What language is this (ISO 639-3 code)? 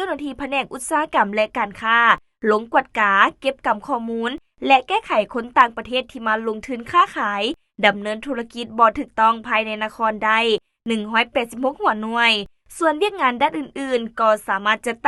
lao